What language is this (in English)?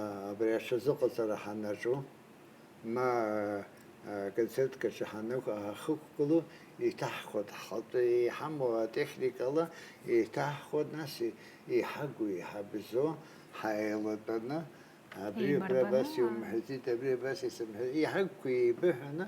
Abkhazian